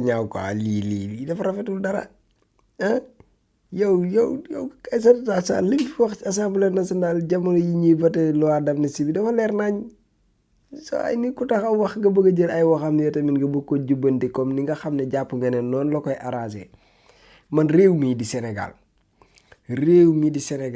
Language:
Wolof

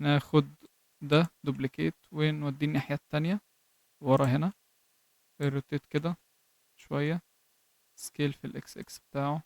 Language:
Egyptian Arabic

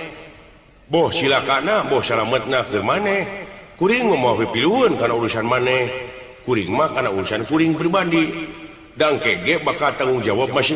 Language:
Sundanese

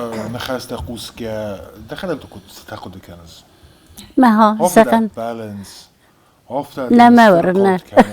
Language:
Ossetic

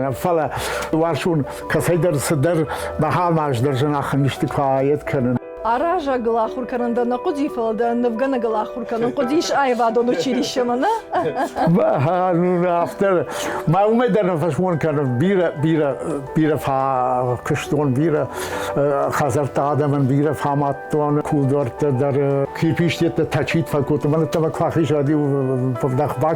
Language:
Ossetic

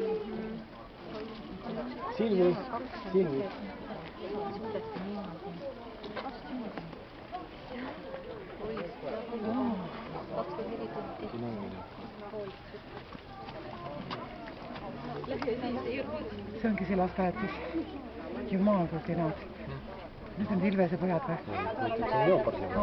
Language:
Estonian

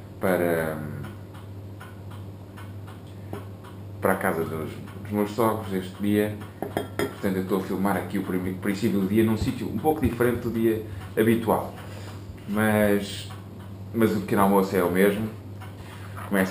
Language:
Portuguese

